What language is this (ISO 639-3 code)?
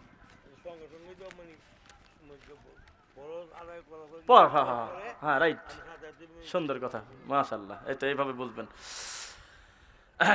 ben